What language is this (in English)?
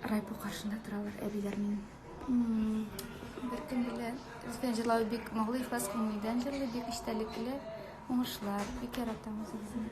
Tatar